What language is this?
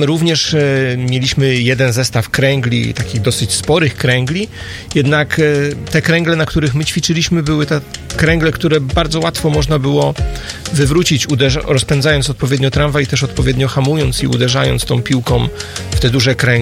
Polish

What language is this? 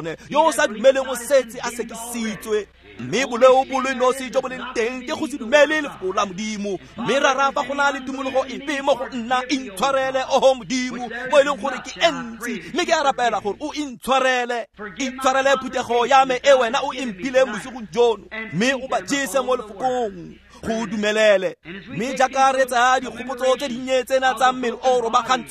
Tswana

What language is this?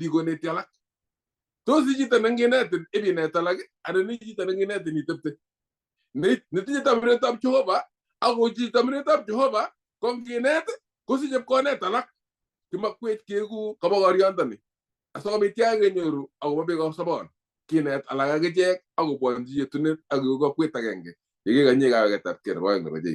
Kalenjin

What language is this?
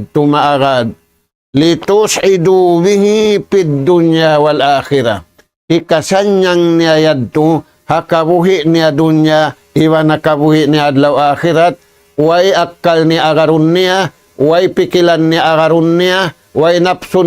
Tausug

